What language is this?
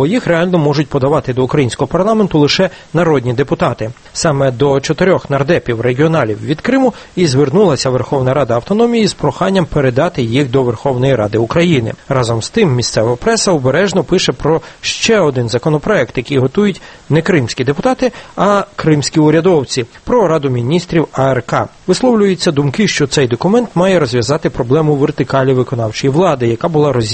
Ukrainian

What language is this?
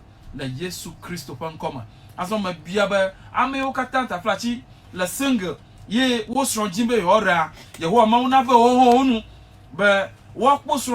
Ewe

